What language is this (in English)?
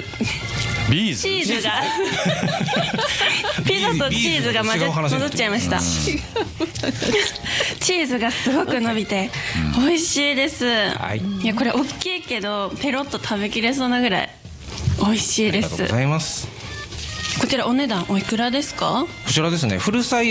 Japanese